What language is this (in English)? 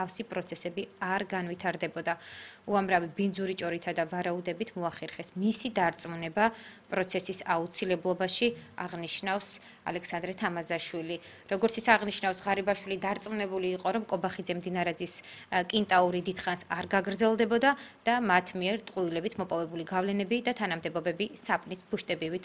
Georgian